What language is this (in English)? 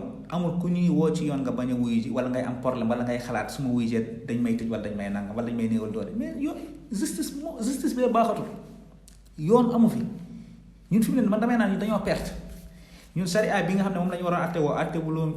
Wolof